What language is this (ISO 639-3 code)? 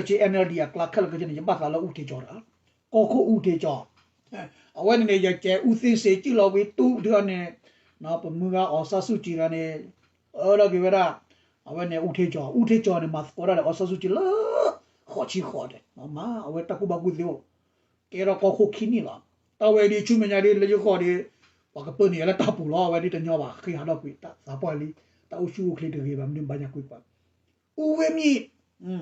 ksw